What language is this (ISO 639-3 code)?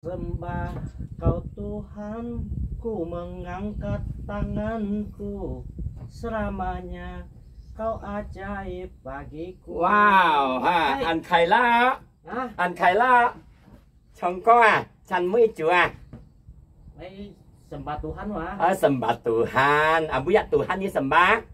hak